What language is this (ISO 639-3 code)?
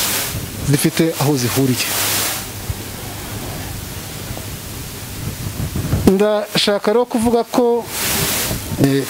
kin